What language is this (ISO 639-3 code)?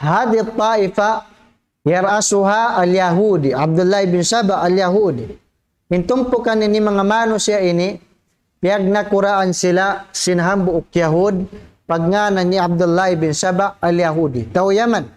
tsg